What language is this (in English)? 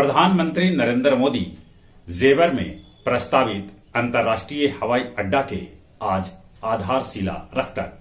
Magahi